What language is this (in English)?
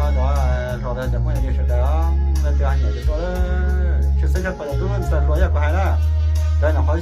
Hmong